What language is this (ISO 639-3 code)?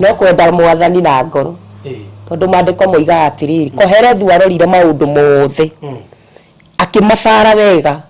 kik